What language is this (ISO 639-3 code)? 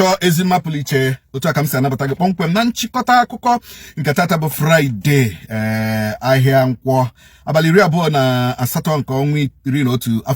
ibo